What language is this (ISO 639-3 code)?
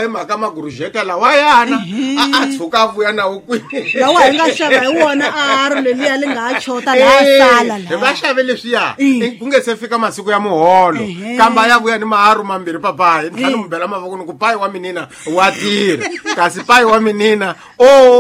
tso